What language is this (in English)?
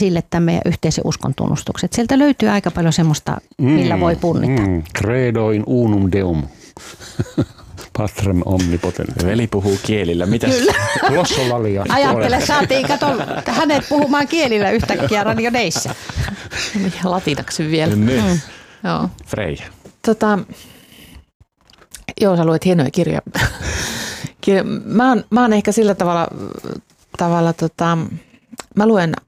Finnish